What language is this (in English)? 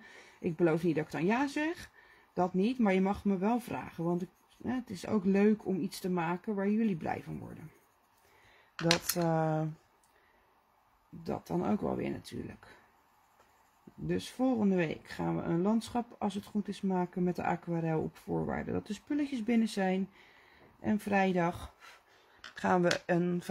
Dutch